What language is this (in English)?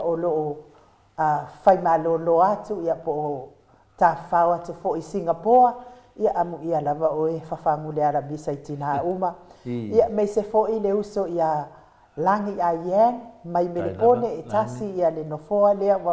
Samoan